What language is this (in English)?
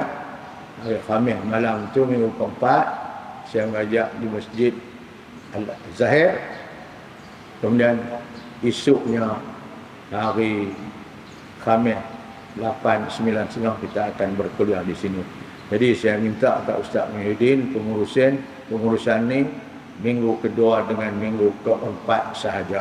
Malay